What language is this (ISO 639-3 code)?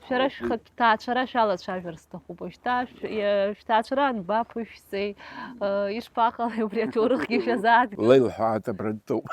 abk